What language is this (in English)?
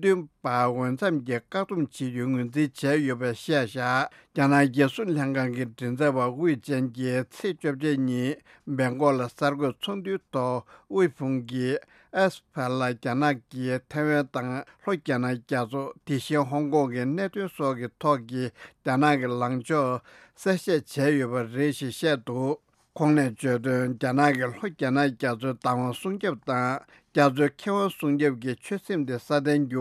Tibetan